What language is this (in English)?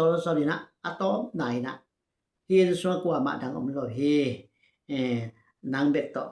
Tedim Chin